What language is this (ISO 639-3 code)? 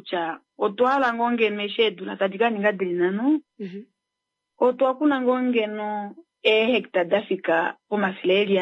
kua